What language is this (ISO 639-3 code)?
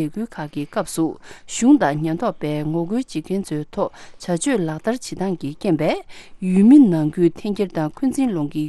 bod